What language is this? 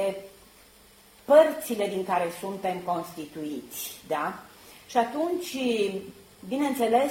Romanian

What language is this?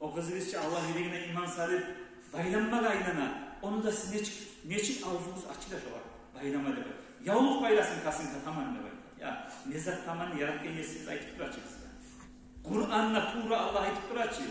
Kumyk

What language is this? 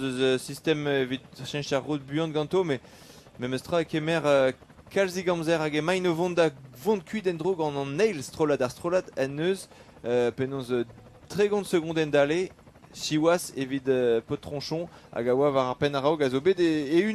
Breton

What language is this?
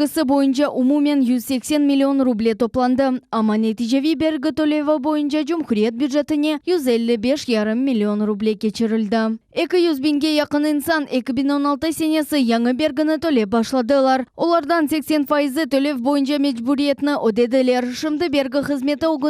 Crimean Tatar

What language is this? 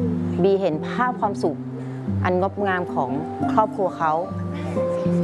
Thai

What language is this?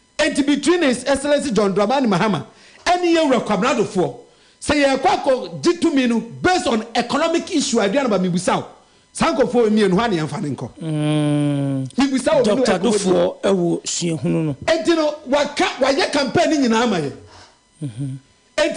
Akan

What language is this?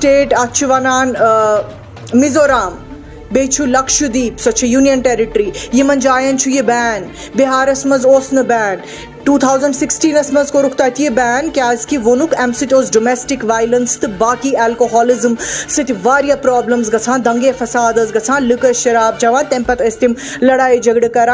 Kashmiri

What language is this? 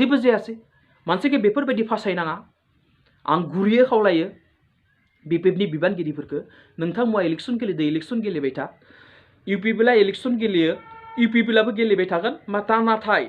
Bodo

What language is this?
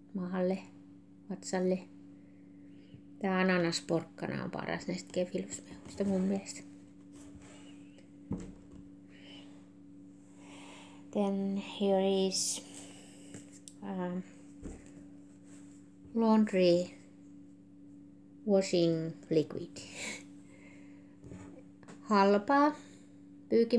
Finnish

